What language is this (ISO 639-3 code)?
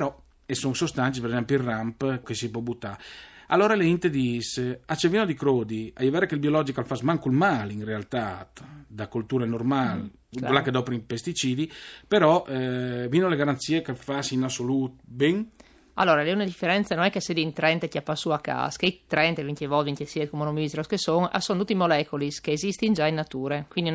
fur